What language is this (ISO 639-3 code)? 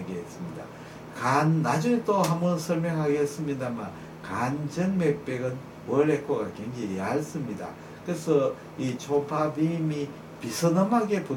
kor